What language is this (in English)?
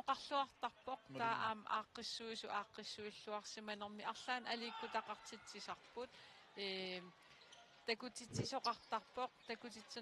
Kalaallisut